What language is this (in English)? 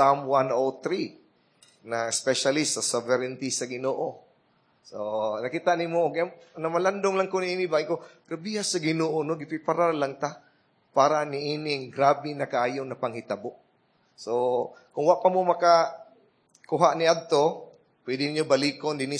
Cebuano